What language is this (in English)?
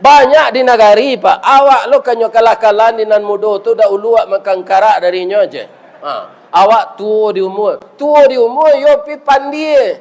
Minangkabau